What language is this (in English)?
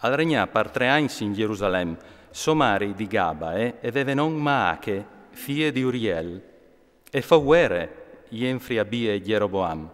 Friulian